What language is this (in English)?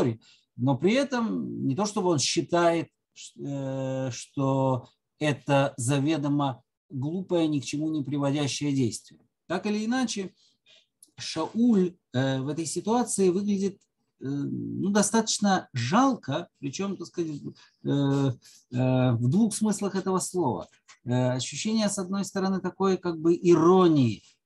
Russian